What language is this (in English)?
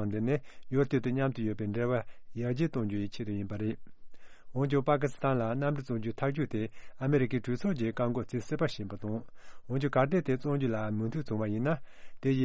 Tibetan